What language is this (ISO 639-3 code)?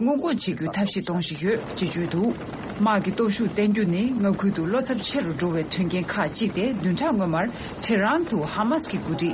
bod